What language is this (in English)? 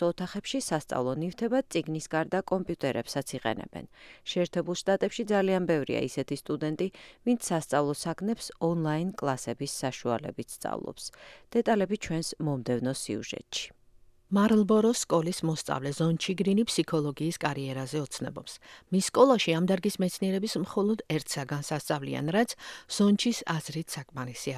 Georgian